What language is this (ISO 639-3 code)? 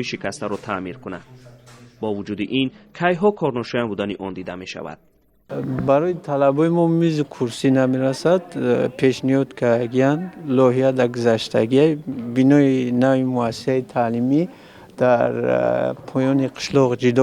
tgk